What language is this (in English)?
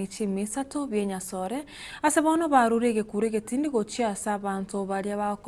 Gusii